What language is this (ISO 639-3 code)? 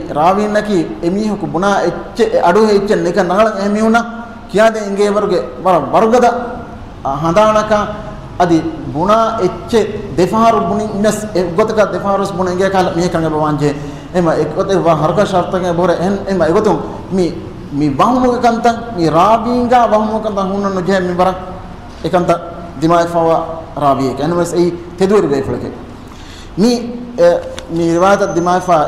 div